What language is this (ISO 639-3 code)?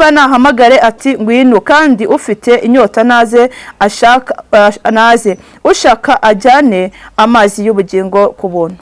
kin